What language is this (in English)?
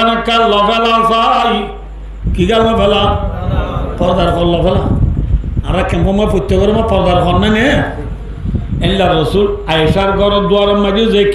Rohingya